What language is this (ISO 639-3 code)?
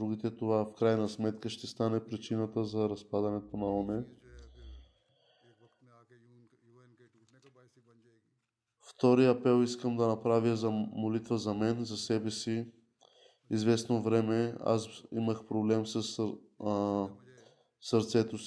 bul